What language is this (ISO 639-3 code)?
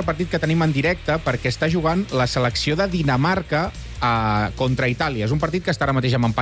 cat